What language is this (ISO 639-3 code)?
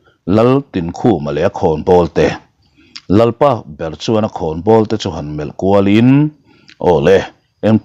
lus